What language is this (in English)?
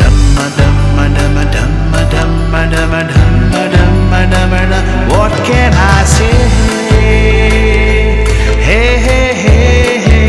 Konkani